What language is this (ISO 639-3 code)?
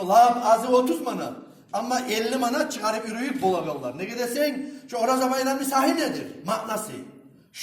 kum